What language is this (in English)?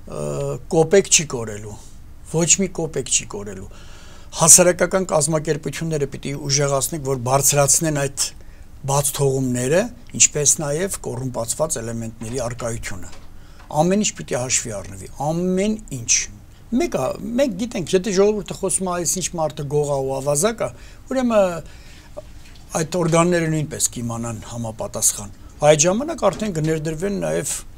Armenian